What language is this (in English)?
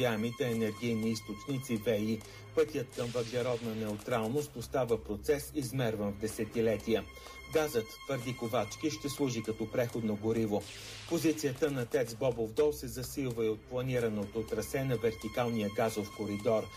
Bulgarian